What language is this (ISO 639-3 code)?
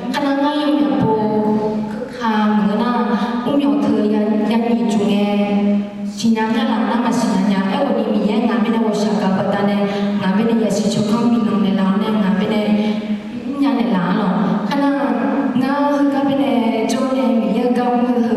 ahk